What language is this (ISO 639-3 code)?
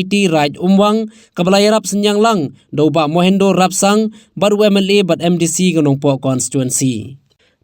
kha